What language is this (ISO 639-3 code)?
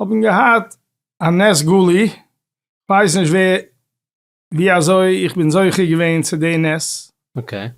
yid